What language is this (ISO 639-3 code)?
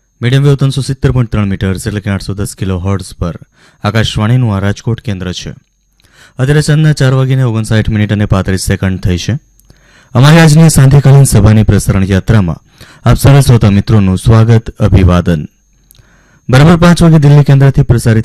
guj